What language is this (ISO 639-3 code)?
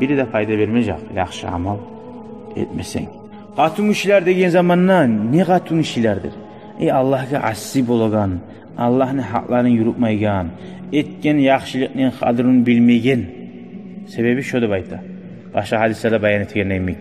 kum